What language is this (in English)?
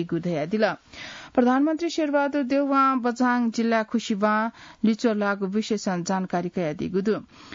Newari